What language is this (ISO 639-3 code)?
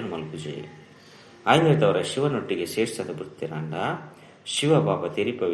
tcy